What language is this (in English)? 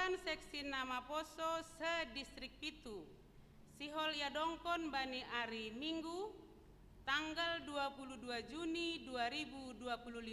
Batak Simalungun